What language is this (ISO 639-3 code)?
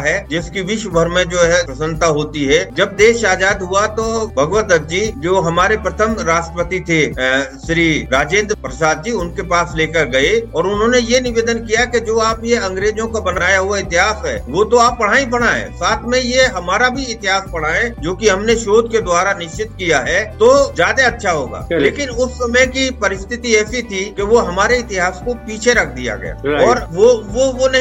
hin